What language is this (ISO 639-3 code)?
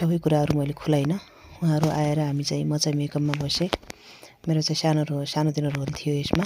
nep